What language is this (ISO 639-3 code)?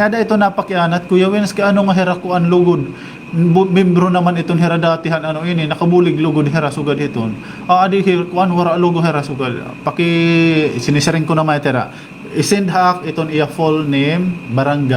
war